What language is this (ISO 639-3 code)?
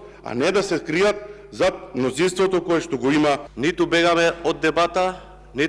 mkd